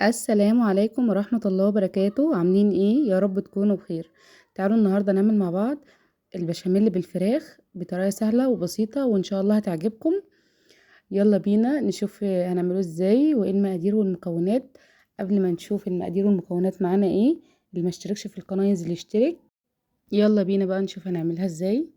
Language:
Egyptian Arabic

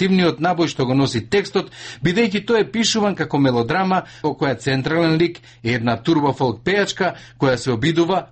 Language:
Macedonian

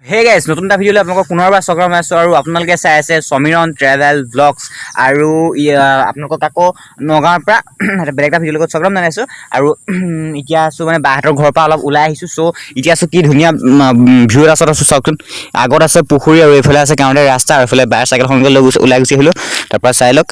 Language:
Assamese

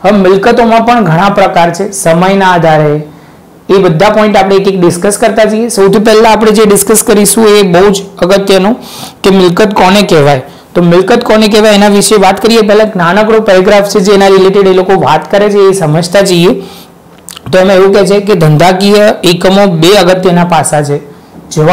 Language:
Gujarati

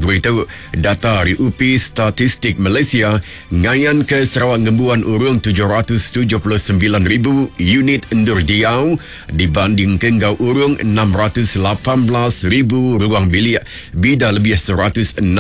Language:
Iban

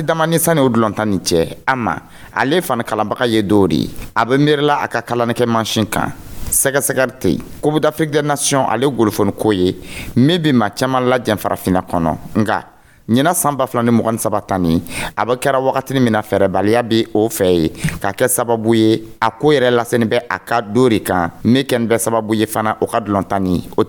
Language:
Dyula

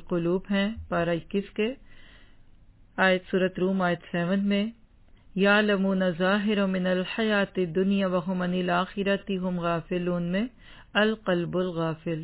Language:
Urdu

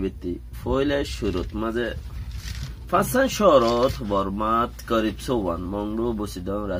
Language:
Rohingya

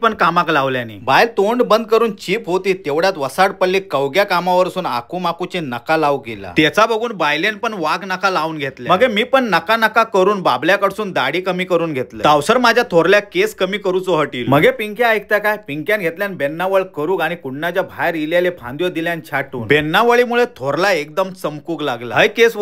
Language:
Konkani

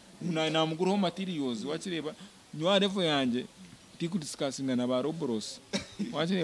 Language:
Nyankole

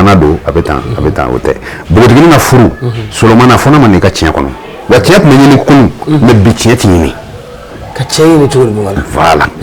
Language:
Bambara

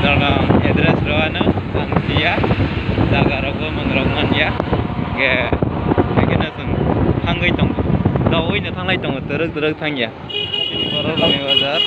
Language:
Kok Borok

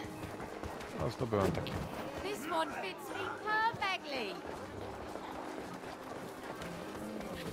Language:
Polish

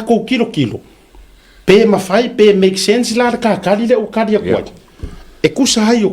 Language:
Samoan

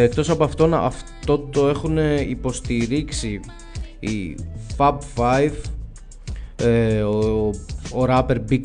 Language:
Greek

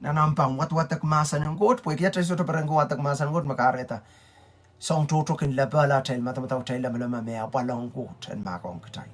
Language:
Pohnpeian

